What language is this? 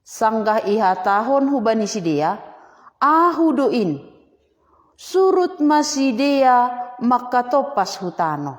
Batak Simalungun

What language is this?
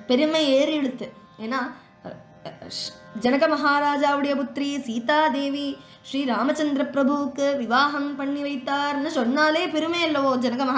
Tamil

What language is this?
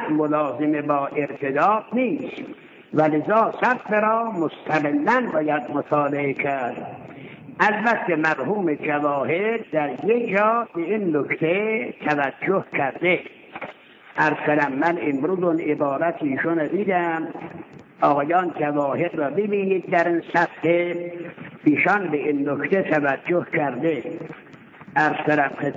Persian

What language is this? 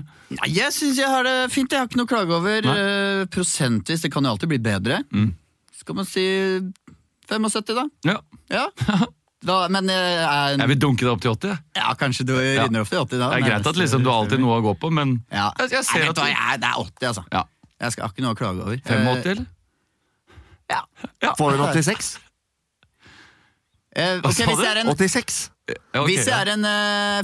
Norwegian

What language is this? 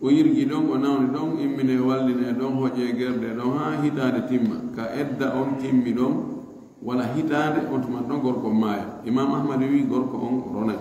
Fula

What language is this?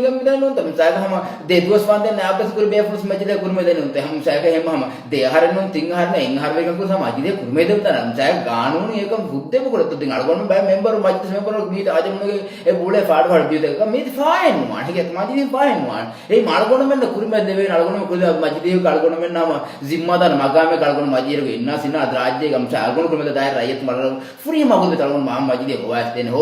Divehi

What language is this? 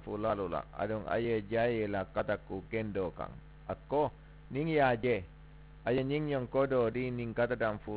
Mandingo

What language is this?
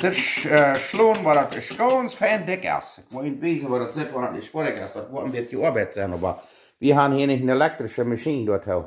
Plautdietsch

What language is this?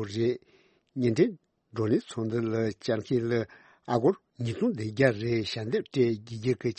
Tibetan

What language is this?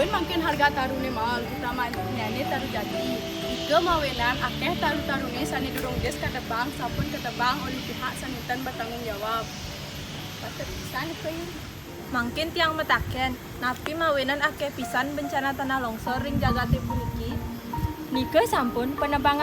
Balinese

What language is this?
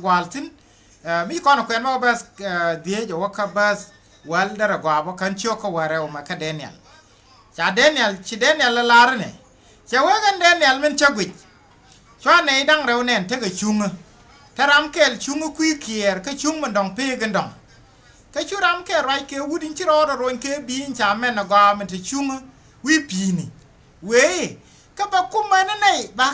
Nuer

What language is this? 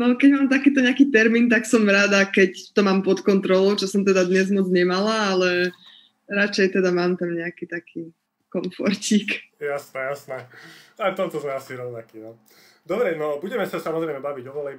Slovak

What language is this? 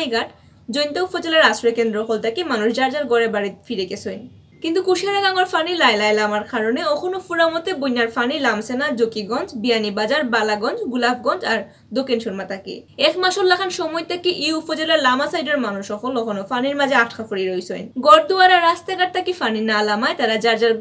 Sylheti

